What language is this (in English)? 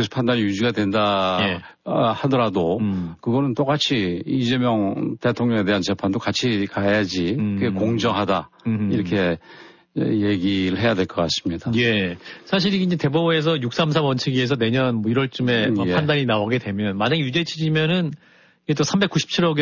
Korean